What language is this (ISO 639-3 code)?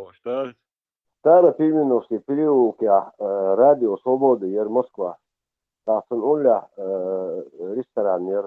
che